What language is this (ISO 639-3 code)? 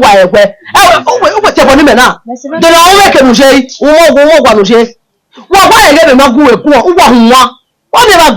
bin